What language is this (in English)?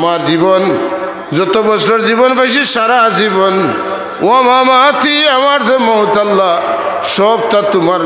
Sylheti